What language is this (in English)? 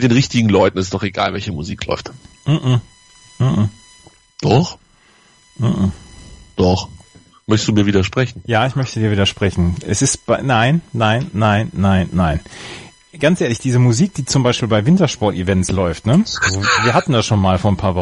German